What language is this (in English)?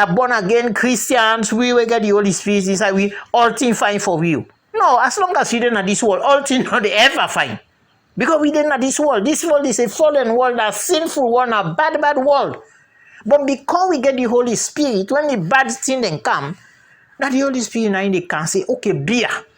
Krio